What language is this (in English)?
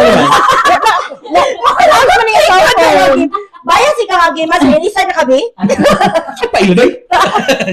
Cebuano